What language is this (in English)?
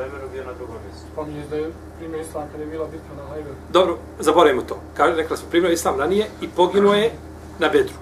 Bosnian